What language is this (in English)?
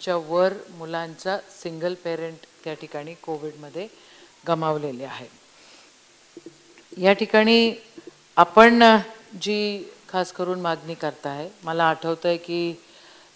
Marathi